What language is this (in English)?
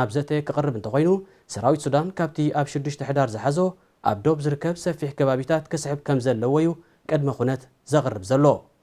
Tigrinya